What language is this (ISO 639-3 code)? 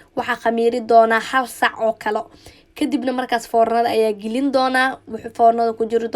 som